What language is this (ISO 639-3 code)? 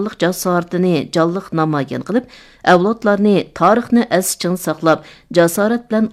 uig